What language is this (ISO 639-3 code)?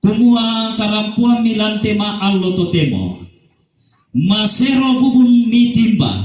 sda